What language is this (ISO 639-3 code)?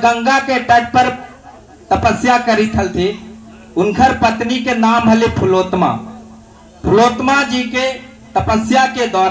mag